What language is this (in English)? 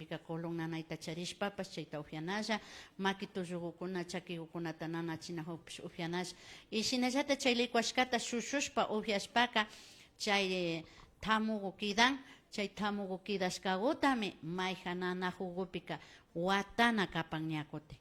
Imbabura Highland Quichua